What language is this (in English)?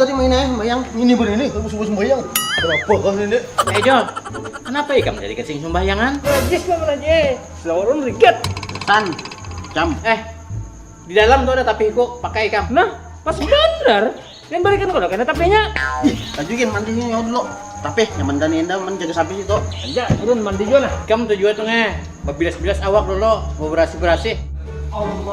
Banjar